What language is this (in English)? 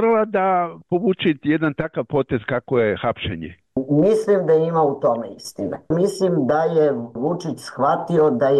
Serbian